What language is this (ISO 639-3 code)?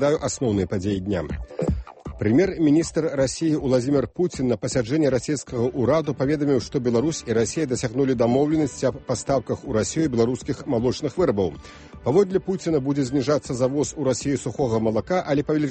bel